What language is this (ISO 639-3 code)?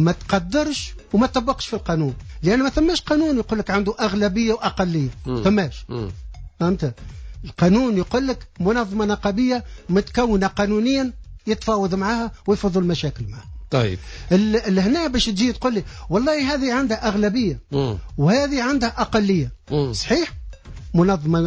aeb